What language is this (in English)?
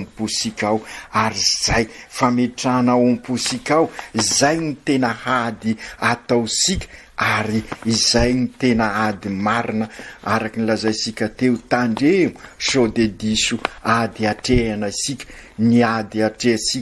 Malagasy